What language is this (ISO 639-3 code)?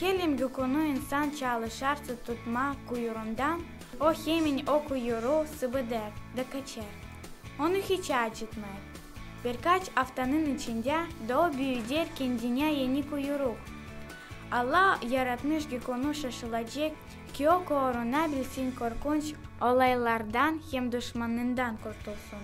gag